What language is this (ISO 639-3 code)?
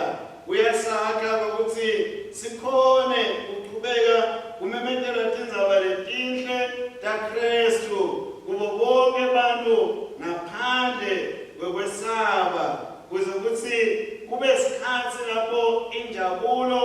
ssw